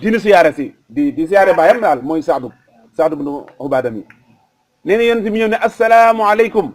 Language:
Wolof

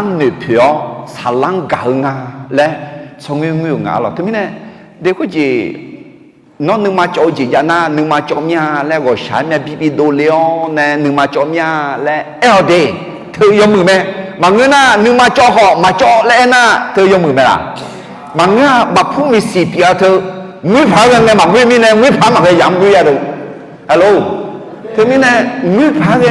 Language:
Akha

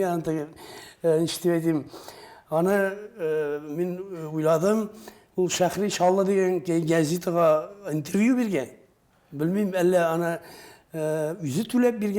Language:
Tatar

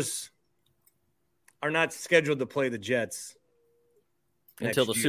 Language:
English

